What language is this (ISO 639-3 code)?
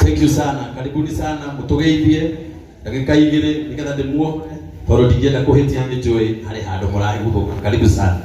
kik